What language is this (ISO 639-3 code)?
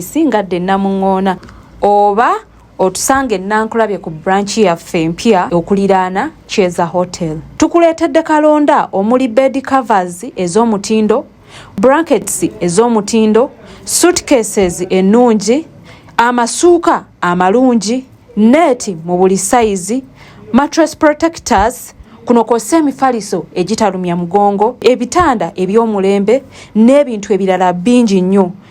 lug